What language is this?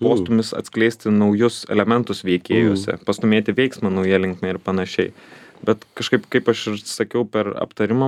Lithuanian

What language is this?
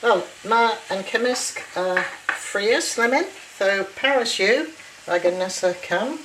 Cornish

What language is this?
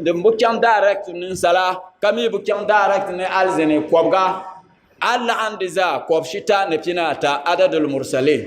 Dagbani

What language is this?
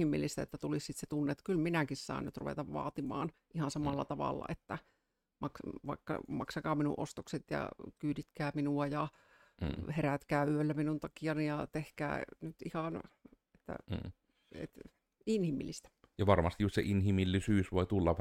Finnish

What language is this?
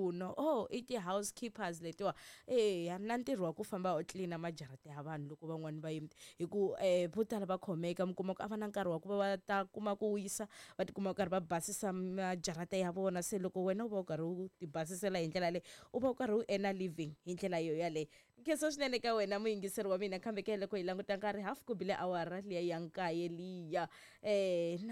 Tsonga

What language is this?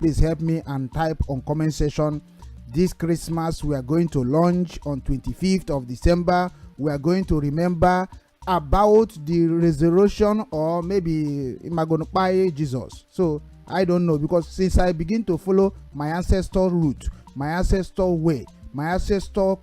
Igbo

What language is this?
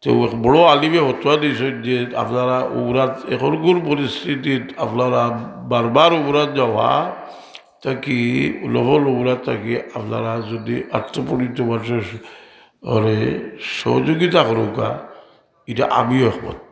Sylheti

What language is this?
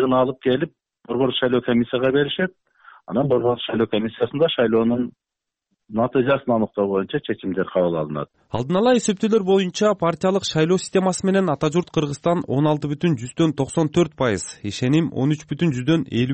Kyrgyz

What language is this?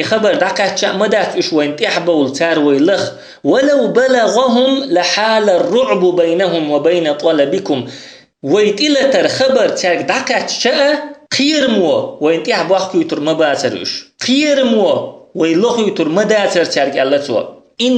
Chechen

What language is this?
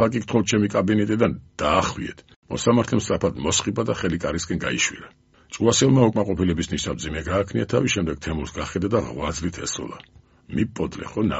Georgian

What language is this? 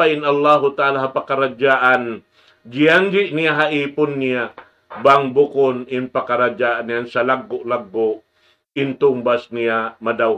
Tausug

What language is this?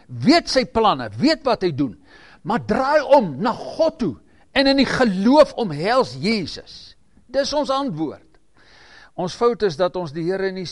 Afrikaans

